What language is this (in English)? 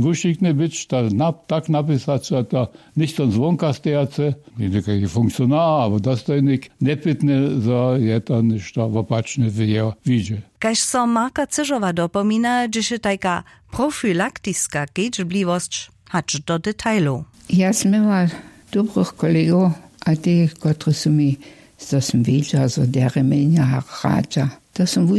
Upper Sorbian